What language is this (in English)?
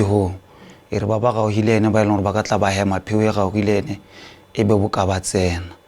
Tswana